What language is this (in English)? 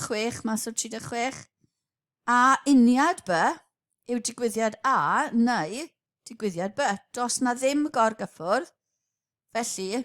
Welsh